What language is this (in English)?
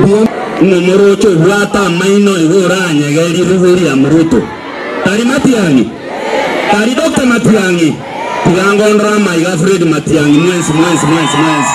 Gusii